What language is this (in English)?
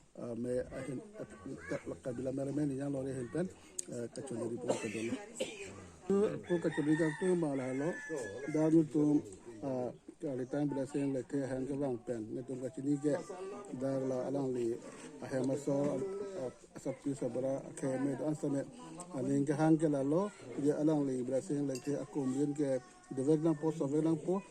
Karbi